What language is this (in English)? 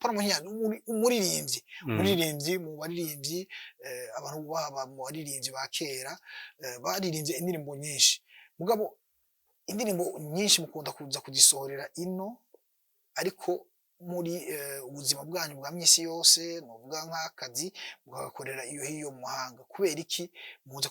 Rundi